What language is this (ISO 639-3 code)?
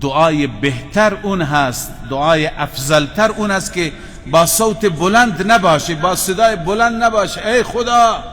fas